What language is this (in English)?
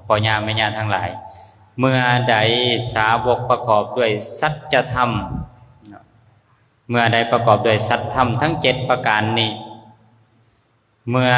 Lao